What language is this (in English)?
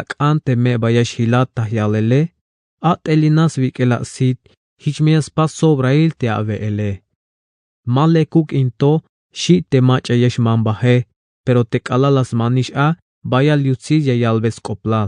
Tzeltal